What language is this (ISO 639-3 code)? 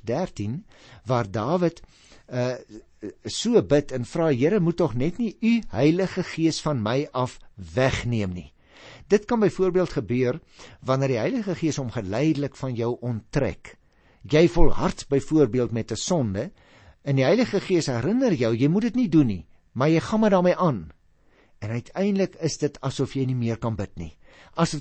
afr